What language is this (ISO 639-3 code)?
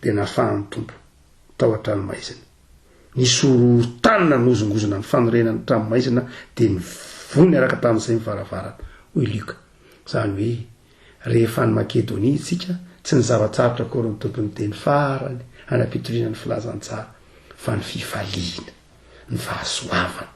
mlg